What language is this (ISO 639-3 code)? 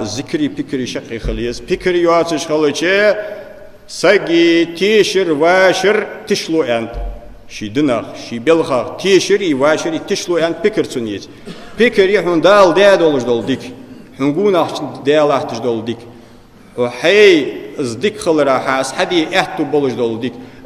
inh